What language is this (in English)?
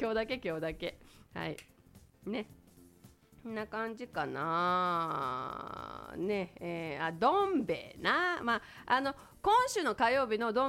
Japanese